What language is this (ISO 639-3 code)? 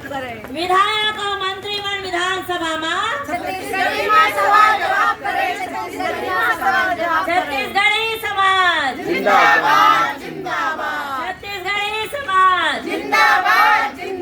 hne